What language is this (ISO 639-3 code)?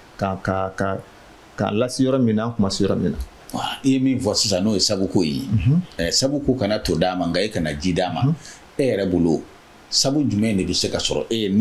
bam